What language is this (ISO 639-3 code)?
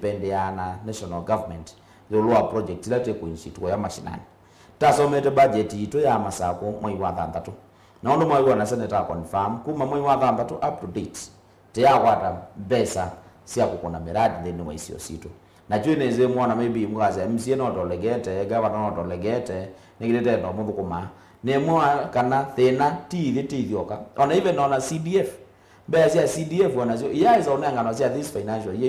kam